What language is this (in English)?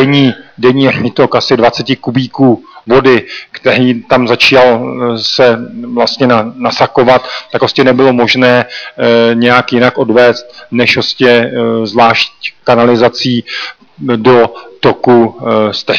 Czech